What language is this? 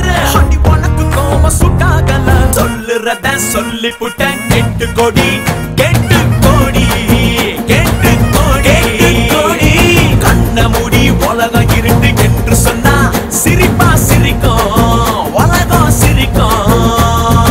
Tamil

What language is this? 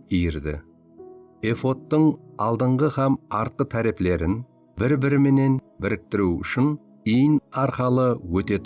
Kara-Kalpak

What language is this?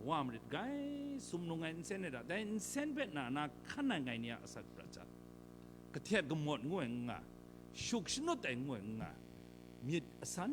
Kachin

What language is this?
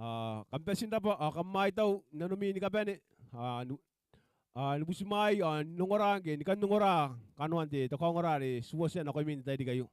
Gilbertese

